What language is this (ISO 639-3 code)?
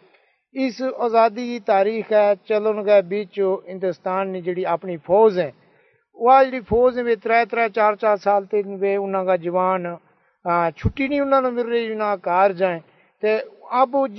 gju